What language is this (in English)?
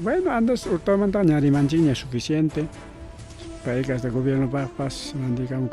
Ayacucho Quechua